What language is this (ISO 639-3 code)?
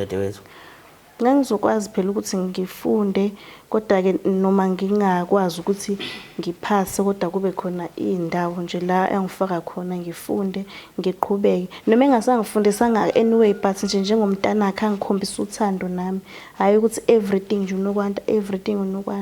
zul